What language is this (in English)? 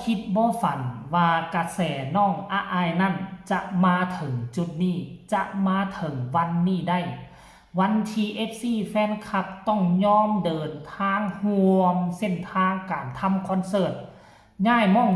Northeastern Thai